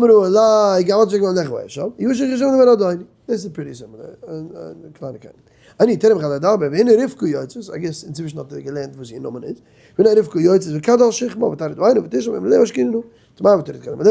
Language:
Yiddish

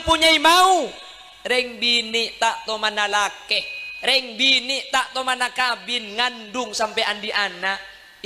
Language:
Madurese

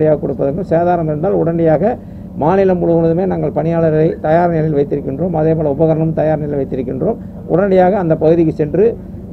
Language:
Tamil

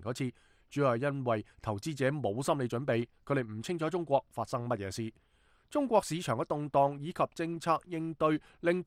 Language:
Cantonese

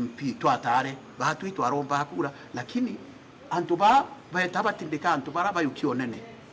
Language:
Meru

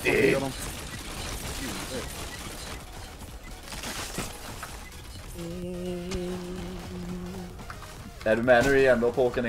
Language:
Swedish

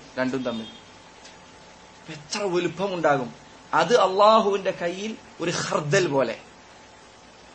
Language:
Malayalam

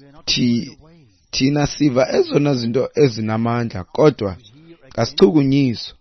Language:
Xhosa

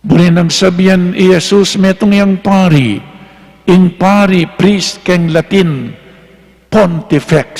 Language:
Pampanga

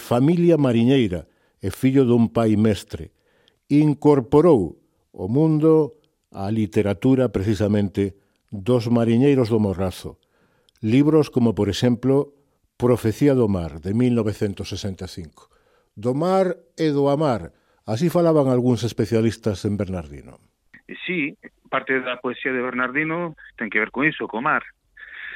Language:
Galician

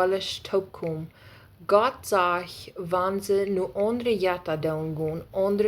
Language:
Plautdietsch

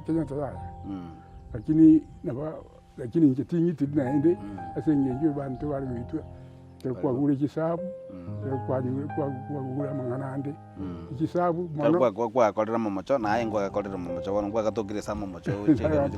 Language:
Gusii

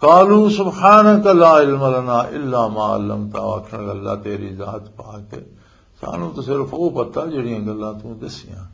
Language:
Western Panjabi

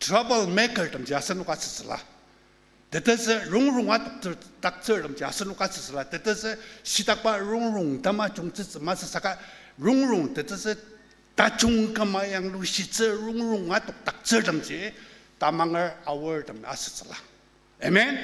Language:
Ao Naga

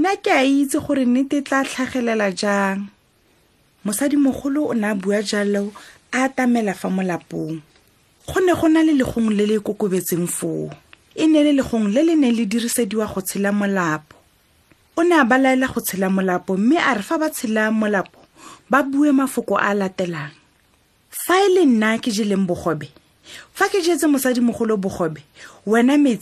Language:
Tswana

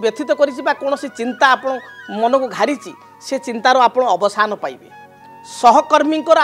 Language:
Odia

